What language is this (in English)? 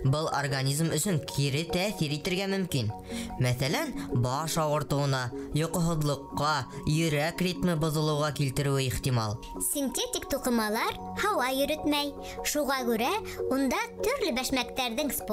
Bashkir